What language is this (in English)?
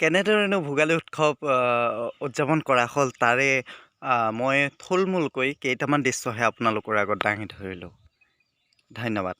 Assamese